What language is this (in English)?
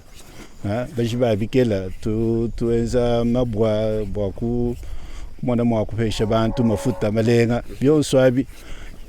Luba-Lulua